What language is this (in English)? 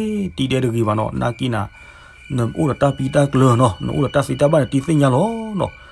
S'gaw Karen